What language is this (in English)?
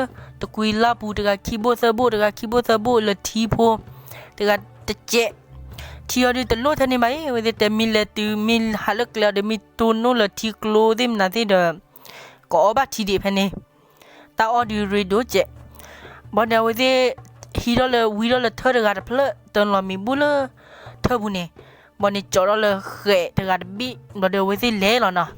S'gaw Karen